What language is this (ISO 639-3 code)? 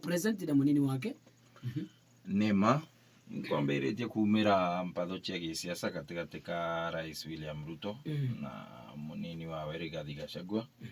mer